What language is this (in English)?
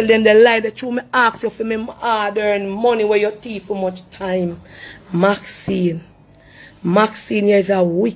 Jamaican Creole English